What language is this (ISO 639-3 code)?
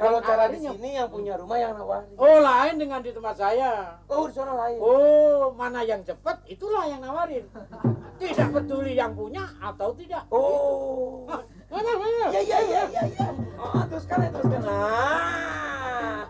bew